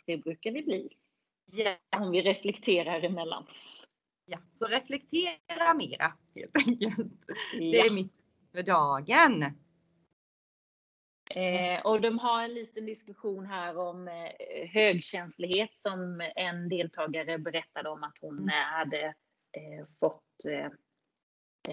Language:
Swedish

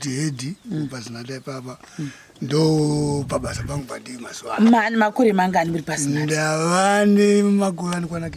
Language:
Shona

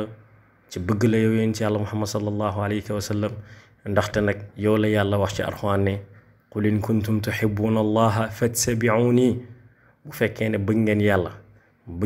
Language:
Wolof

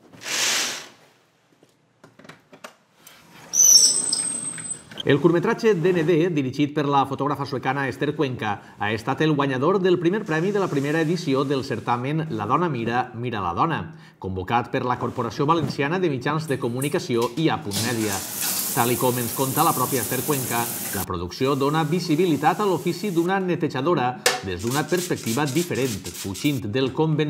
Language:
Catalan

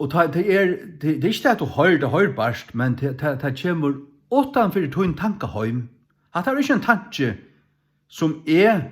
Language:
Faroese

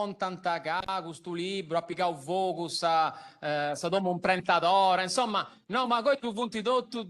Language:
Sardinian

